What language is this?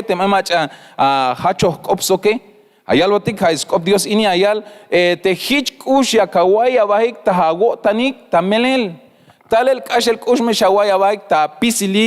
Tzeltal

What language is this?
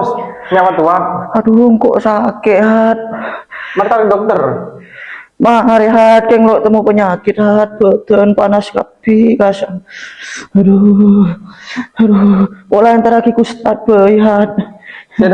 Madurese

